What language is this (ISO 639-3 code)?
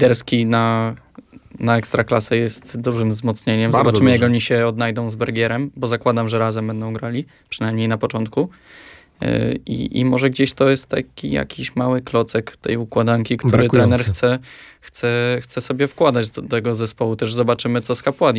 pol